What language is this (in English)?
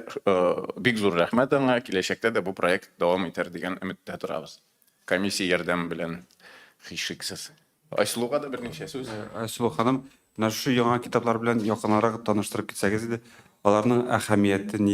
Tatar